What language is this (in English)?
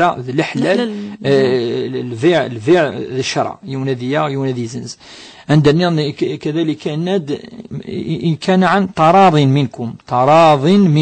Kabyle